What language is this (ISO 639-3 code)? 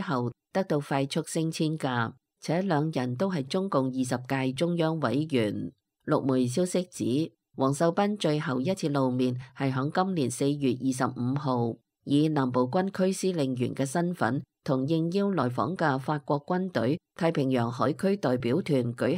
yue